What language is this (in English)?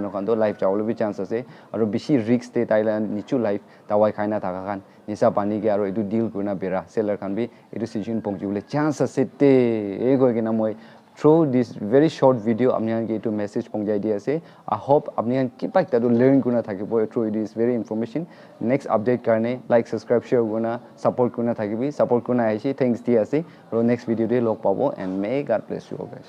Naga Pidgin